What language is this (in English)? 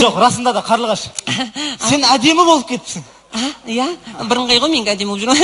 Kazakh